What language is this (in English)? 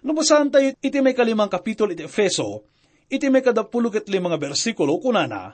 Iloko